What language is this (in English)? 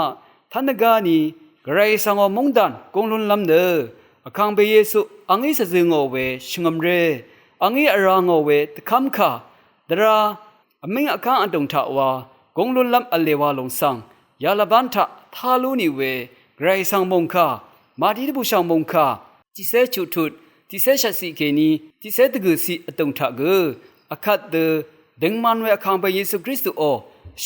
Rawang